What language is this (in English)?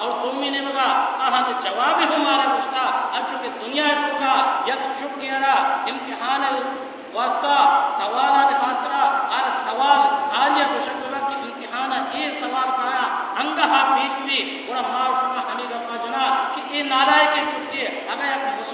Baluchi